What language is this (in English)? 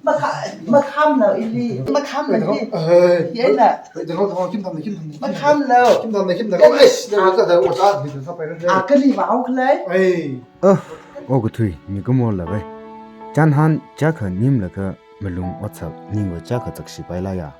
Tangkhul Naga (India)